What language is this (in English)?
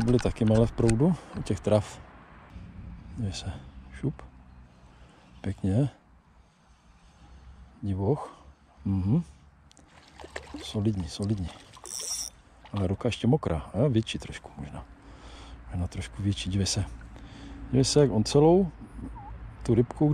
Czech